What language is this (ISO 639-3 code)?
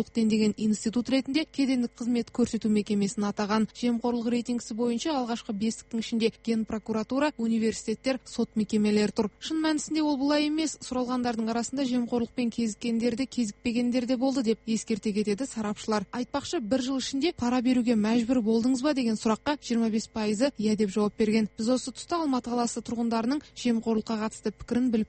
kaz